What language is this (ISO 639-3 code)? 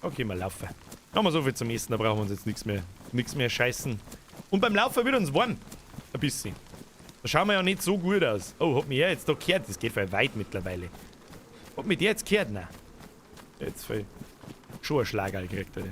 bar